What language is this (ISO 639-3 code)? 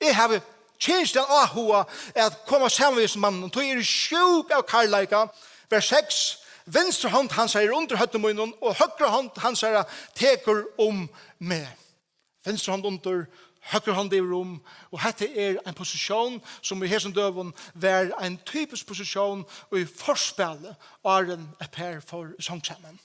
fao